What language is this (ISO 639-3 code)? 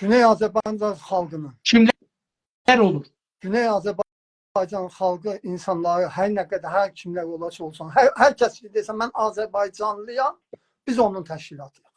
azb